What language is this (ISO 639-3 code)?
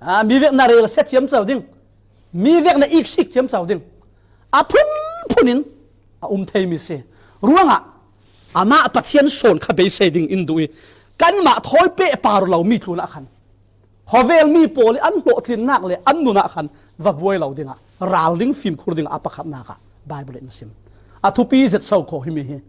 cfm